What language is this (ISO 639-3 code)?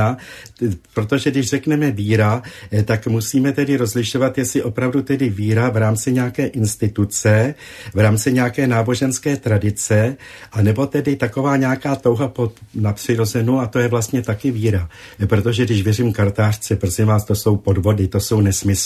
ces